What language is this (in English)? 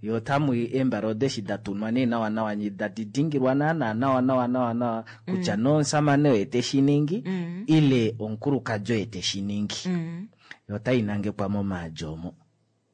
Kuanyama